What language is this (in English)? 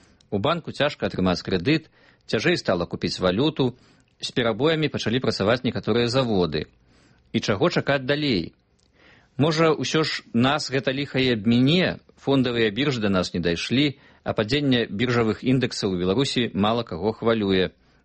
Belarusian